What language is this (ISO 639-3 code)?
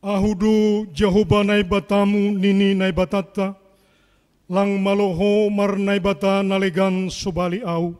bts